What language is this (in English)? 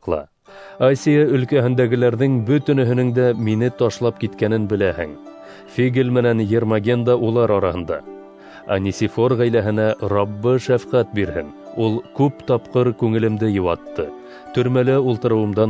Bashkir